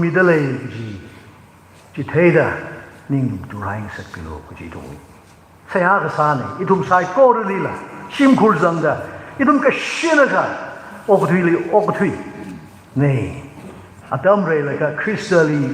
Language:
Tangkhul Naga (India)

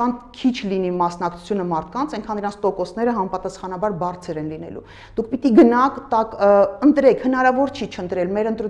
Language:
Armenian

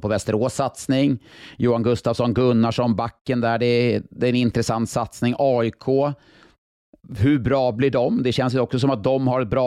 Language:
Swedish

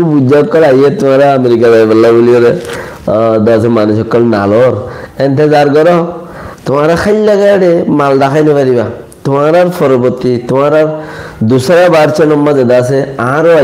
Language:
Rohingya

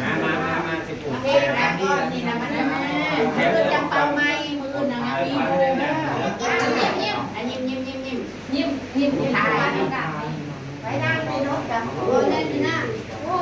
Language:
Northeastern Thai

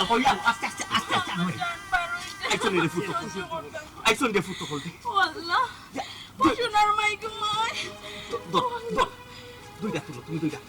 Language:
Sylheti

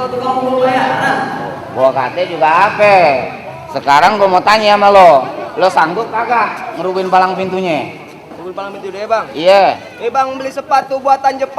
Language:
Betawi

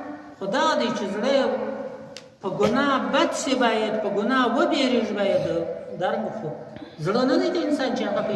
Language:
Pashto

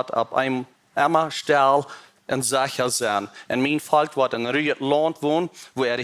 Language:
Plautdietsch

